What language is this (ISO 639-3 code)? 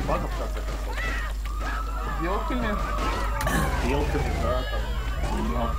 rus